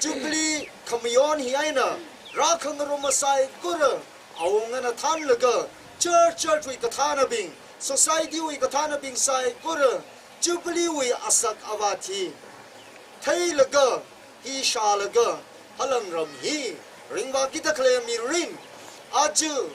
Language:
Tangkhul Naga (India)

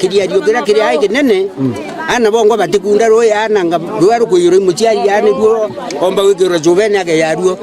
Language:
Meru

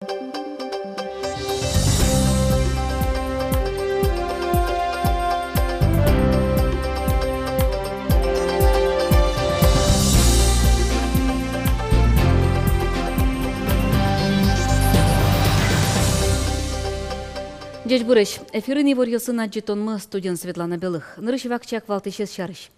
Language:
Udmurt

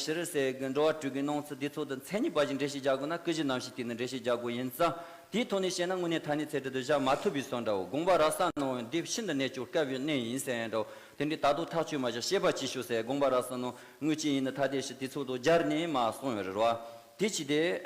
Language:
Tibetan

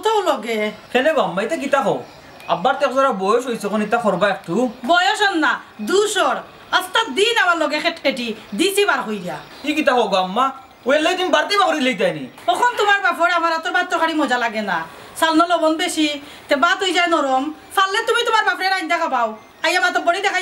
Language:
Sylheti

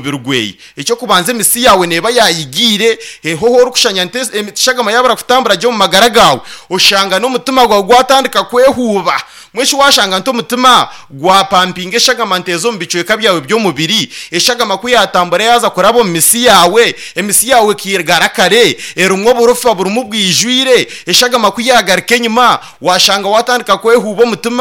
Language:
Nyankole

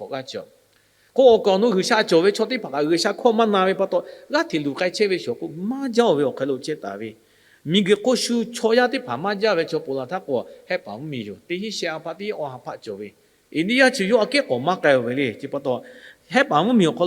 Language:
Lahu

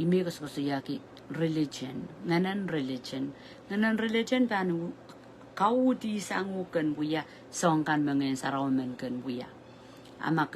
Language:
Pohnpeian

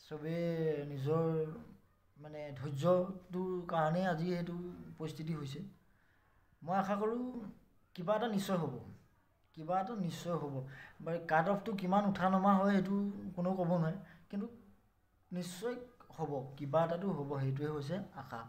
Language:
Assamese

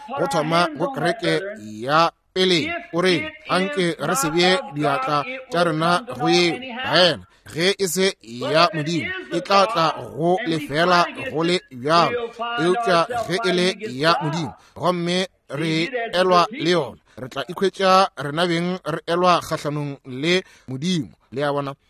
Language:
Northern Sotho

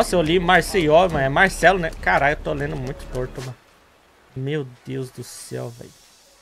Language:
Portuguese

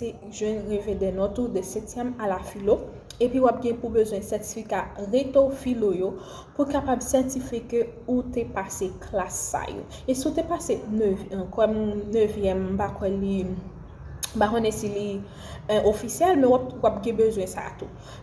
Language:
Haitian Creole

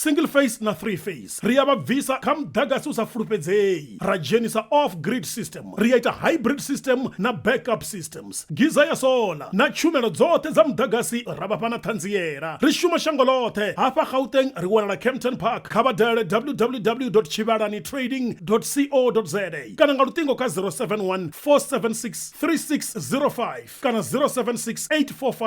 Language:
Venda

